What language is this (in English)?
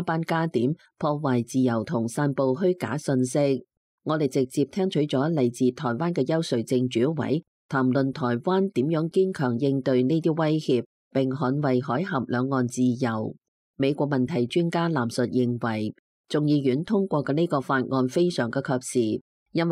Cantonese